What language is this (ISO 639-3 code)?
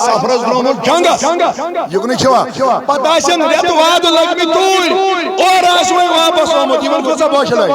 kas